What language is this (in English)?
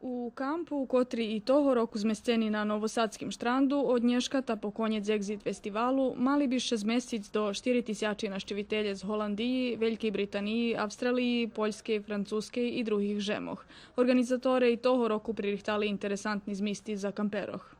Rusyn